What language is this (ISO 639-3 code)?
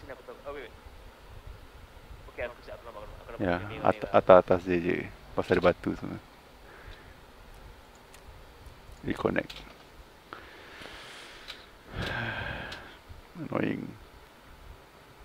msa